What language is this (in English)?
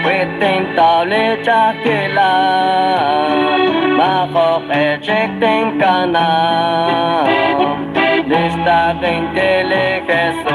Kekchí